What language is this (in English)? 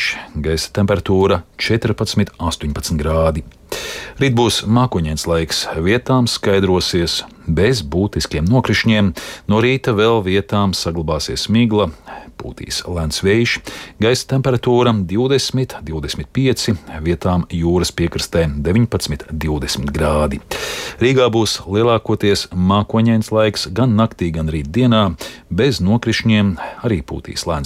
Latvian